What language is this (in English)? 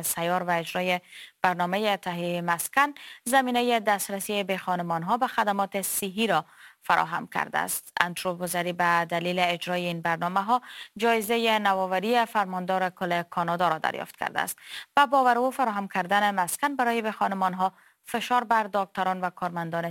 Persian